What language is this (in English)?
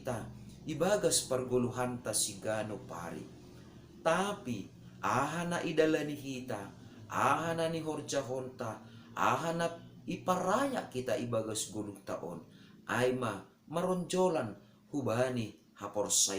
Batak Simalungun